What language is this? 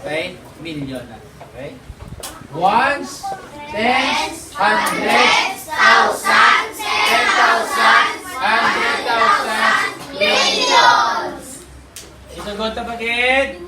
Hiligaynon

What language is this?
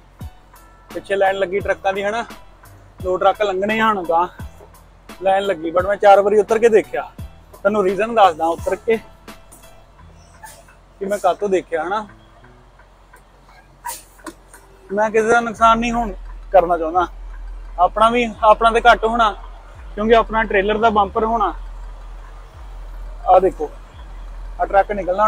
Punjabi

